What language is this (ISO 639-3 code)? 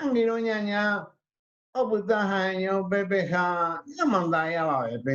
grn